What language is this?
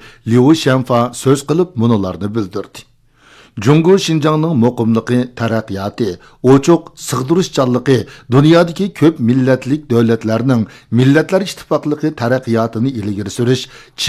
Uyghur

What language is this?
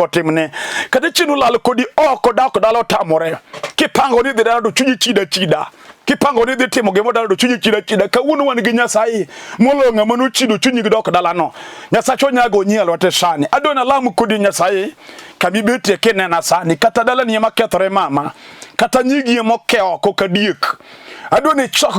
Luo (Kenya and Tanzania)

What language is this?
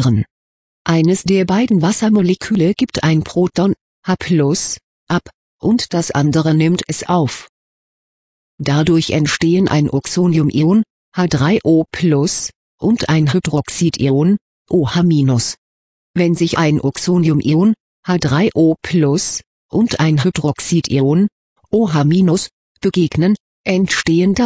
German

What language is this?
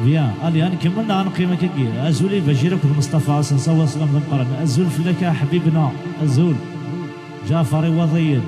Kabyle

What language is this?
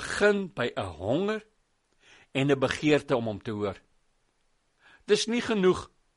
Afrikaans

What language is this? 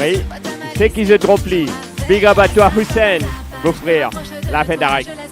Morisyen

